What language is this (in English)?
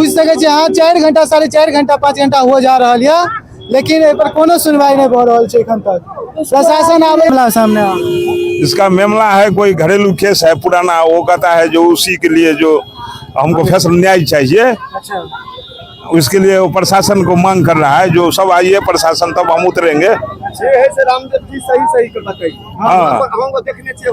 Maithili